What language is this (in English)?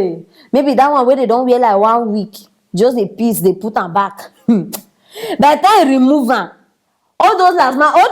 Nigerian Pidgin